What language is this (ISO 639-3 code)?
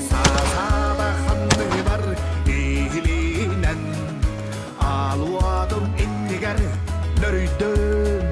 sah